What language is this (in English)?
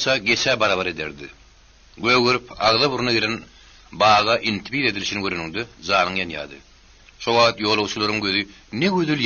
Turkmen